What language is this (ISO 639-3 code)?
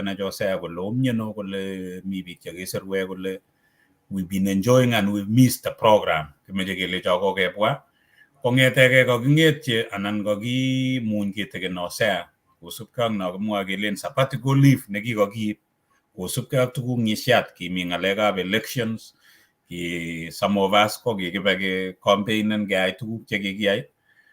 kln